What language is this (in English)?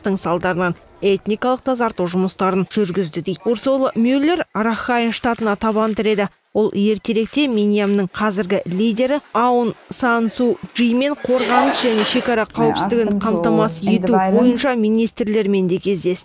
Kazakh